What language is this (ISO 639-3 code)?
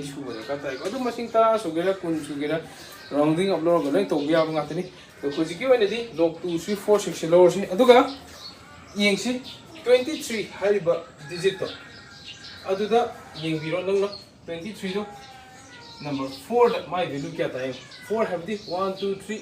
mni